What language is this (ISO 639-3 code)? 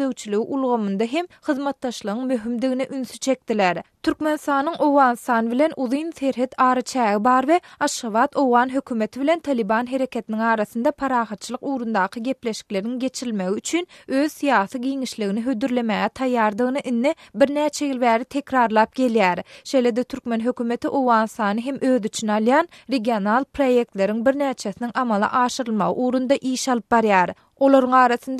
tuk